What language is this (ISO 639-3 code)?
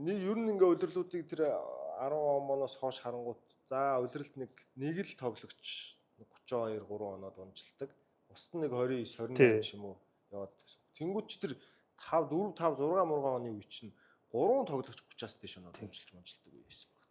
mon